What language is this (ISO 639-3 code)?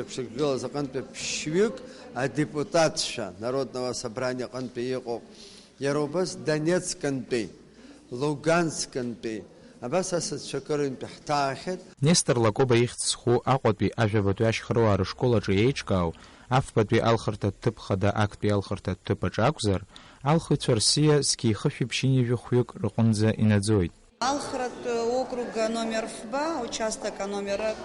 abk